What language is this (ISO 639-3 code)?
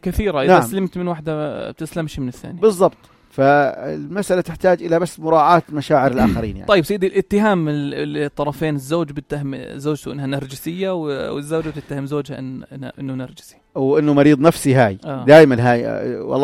apc